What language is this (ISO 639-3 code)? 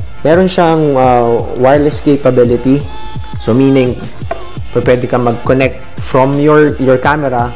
fil